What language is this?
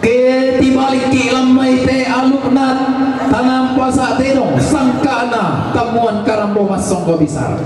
Toraja-Sa'dan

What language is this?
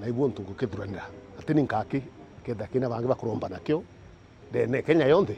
Meru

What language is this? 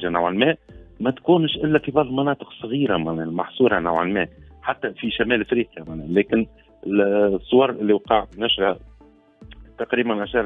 Tunisian Arabic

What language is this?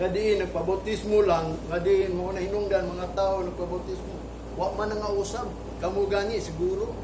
Cebuano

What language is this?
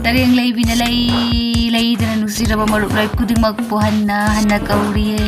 Manipuri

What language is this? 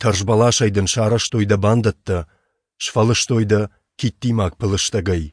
Ossetic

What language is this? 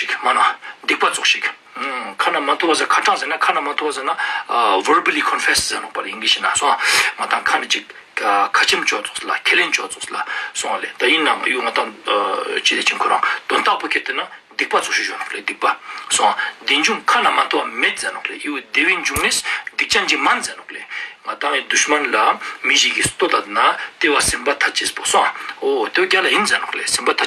Ladakhi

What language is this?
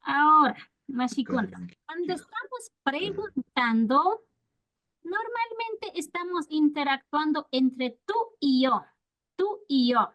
Imbabura Highland Quichua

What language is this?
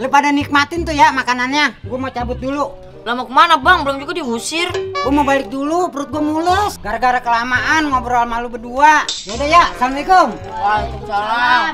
Betawi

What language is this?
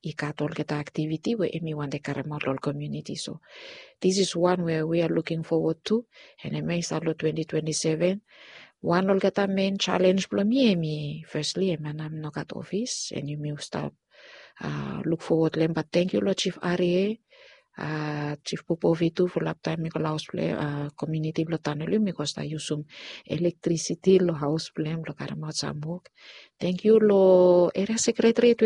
Bislama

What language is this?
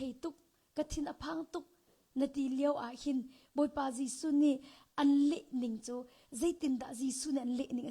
Hakha Chin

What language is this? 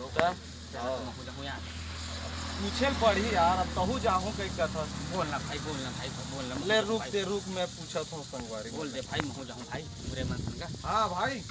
Chhattisgarhi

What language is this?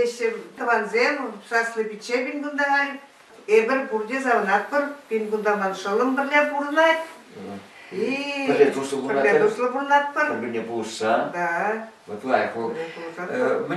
Chuvash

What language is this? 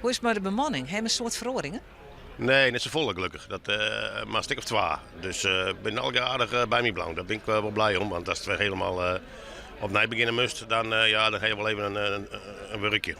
Western Frisian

